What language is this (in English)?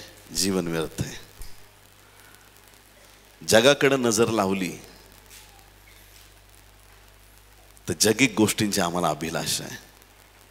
Marathi